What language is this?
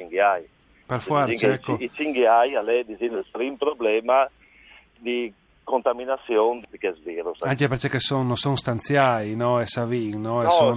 Friulian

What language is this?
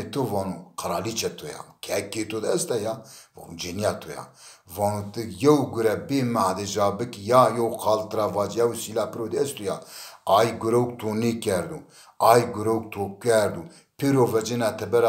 Zaza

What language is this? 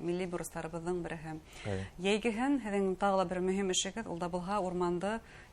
Bashkir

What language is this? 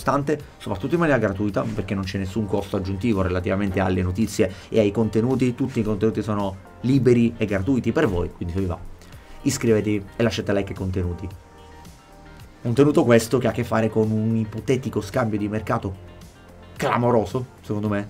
Italian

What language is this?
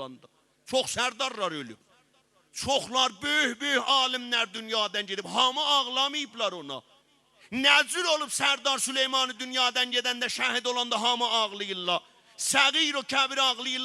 South Azerbaijani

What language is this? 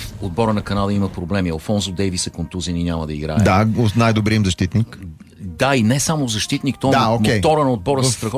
Bulgarian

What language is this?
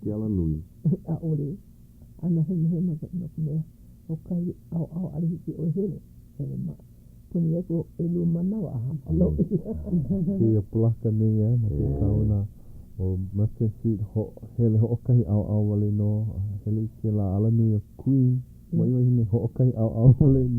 Hawaiian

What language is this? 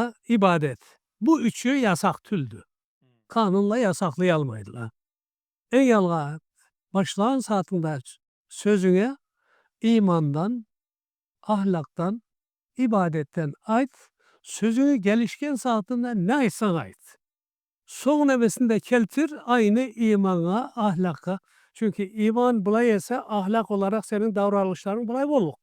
Karachay-Balkar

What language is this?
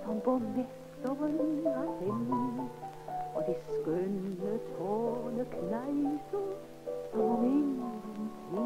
Danish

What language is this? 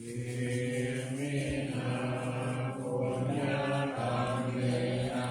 Pali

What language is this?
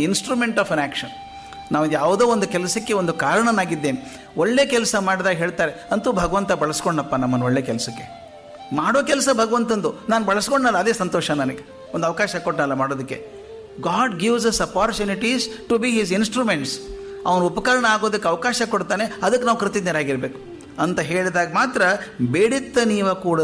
Kannada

